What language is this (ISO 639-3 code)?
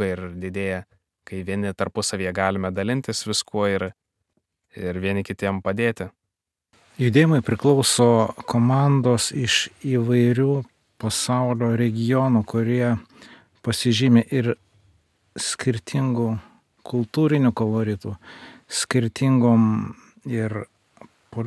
lit